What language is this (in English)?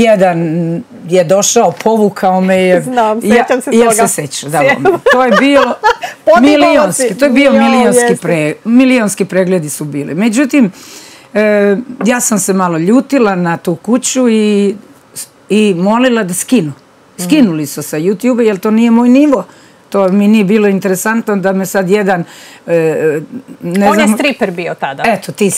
Serbian